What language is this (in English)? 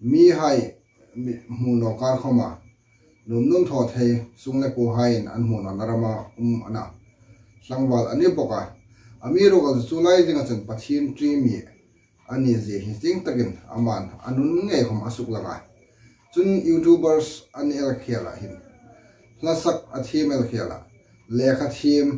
Hmar